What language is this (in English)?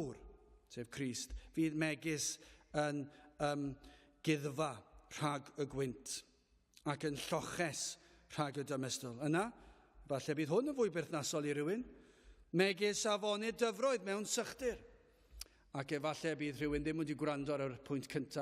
Welsh